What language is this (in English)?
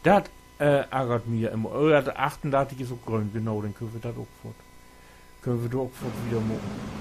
Low German